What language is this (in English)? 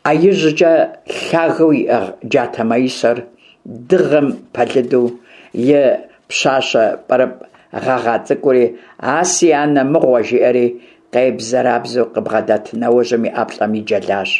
Kabardian